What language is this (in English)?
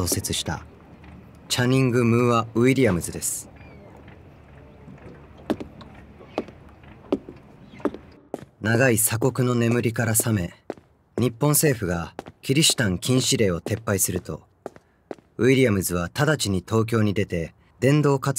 Japanese